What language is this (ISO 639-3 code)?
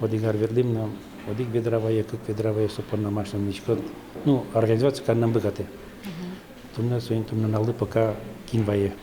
udm